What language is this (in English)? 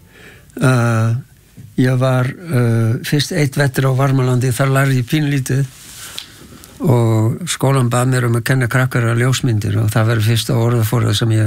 Icelandic